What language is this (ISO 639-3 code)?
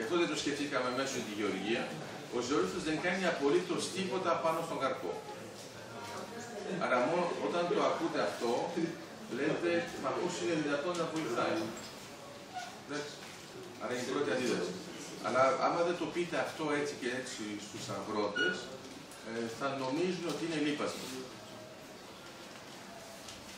ell